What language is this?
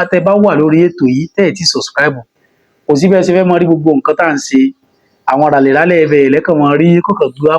Yoruba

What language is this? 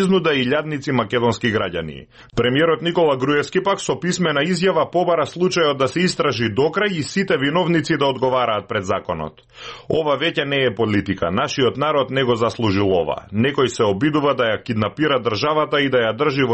Macedonian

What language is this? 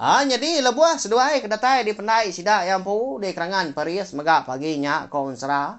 Iban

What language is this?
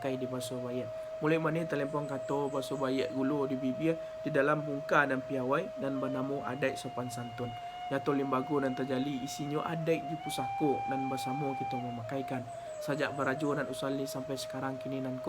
Minangkabau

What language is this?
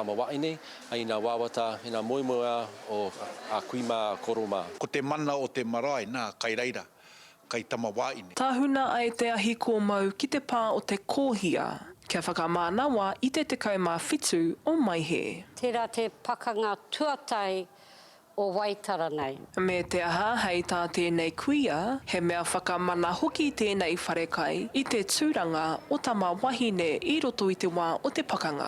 Māori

